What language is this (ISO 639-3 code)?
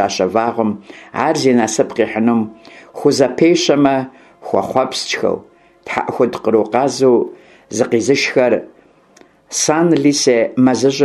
kbd